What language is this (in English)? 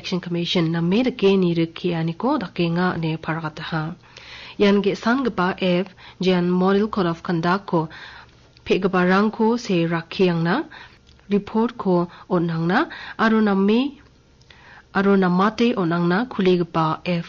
Garo